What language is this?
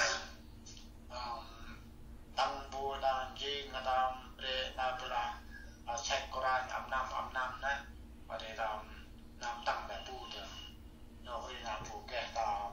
Central Mnong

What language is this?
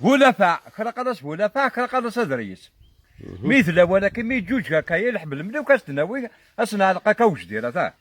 Kabyle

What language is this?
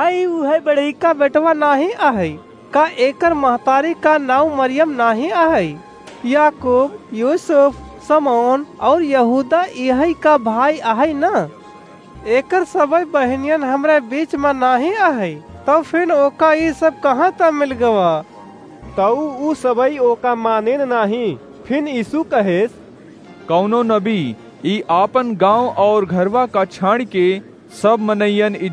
Awadhi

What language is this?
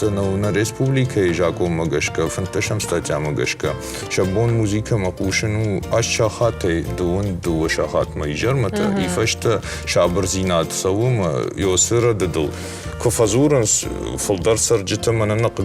Ossetic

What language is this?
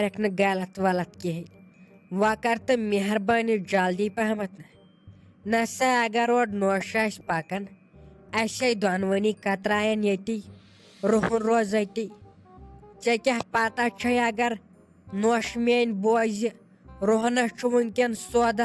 Kashmiri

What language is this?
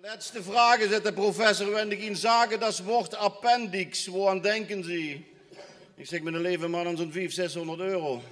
Limburgish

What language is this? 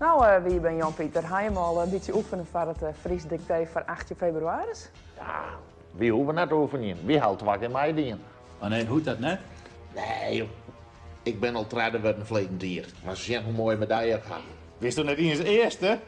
Western Frisian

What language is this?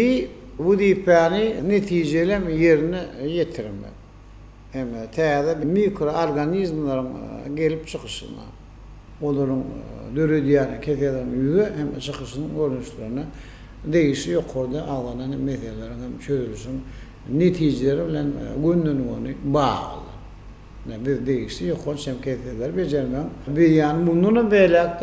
Turkmen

